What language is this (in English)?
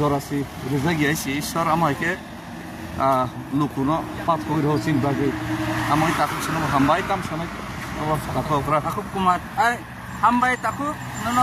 Kok Borok